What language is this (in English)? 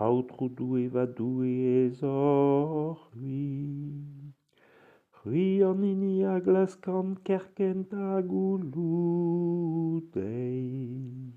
Breton